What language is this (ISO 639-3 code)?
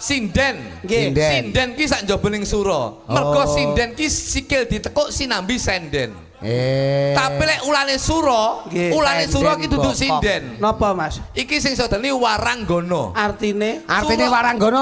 jav